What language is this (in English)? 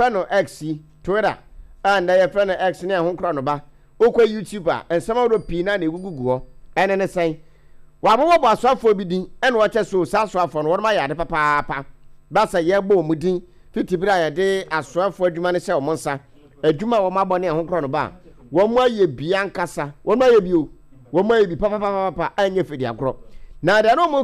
Akan